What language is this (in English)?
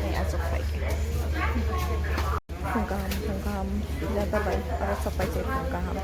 Kok Borok